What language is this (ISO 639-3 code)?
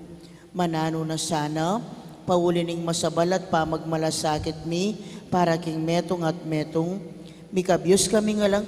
pam